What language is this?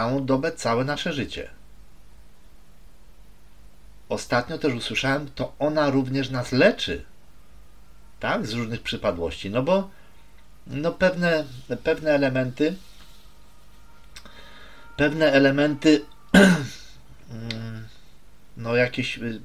Polish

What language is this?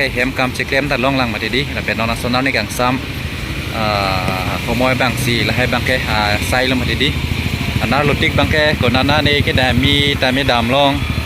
Karbi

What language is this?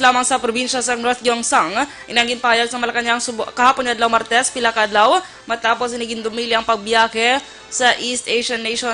Hiligaynon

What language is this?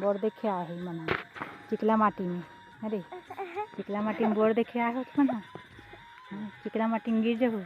Chhattisgarhi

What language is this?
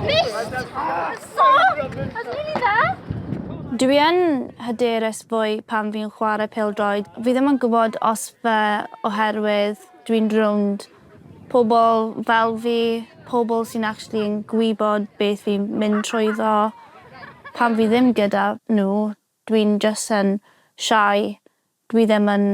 Welsh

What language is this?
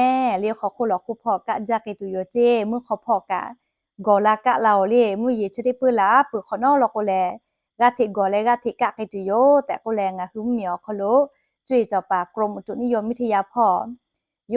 Lahu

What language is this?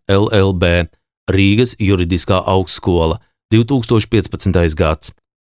Latvian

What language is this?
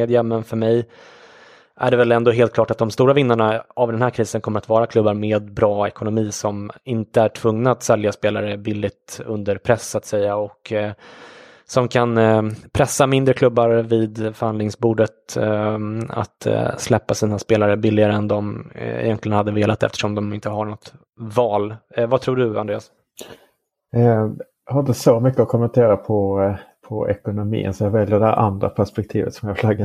Swedish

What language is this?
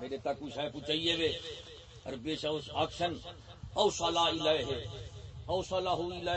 Saraiki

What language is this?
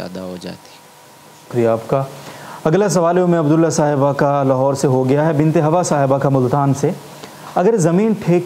Urdu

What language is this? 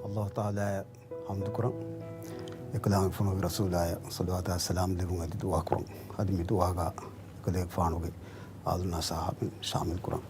Divehi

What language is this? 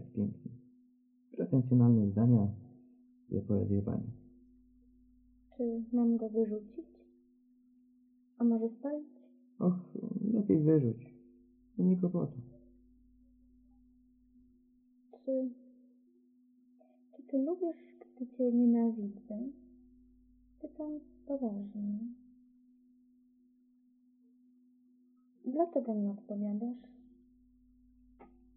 Polish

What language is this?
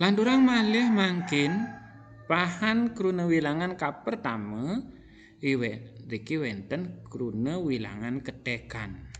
Balinese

